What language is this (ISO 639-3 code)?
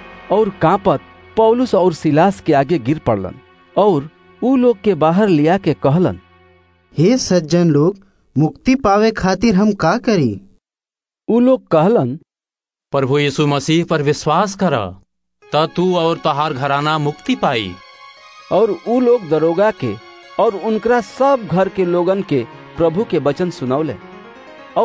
bho